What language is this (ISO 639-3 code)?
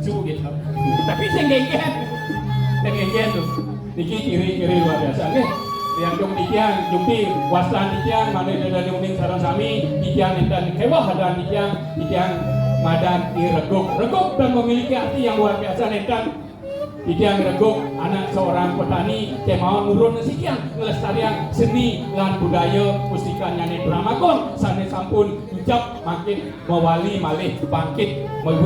ban